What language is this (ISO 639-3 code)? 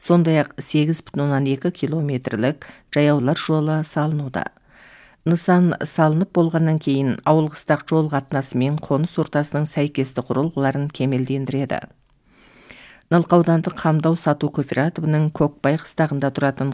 kaz